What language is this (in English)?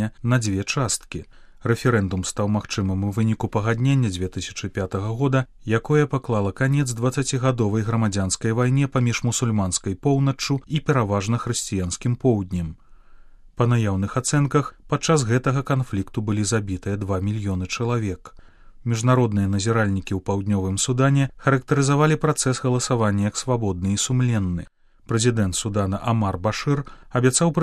Belarusian